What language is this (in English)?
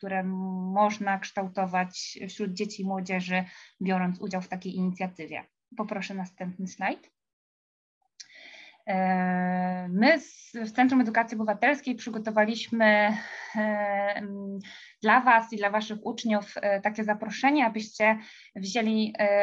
Polish